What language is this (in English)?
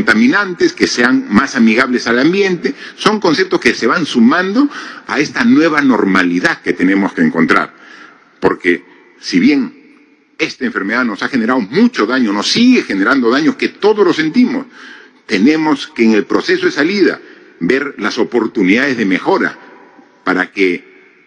Spanish